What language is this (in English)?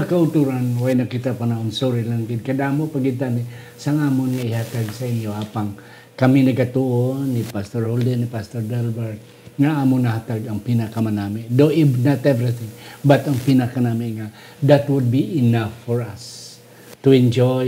Hiligaynon